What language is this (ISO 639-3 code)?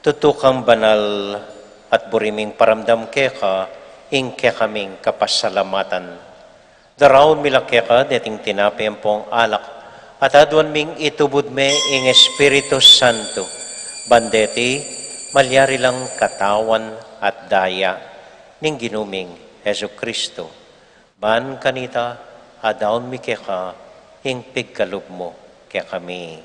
pam